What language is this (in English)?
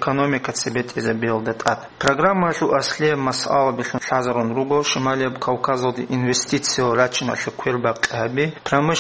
Avaric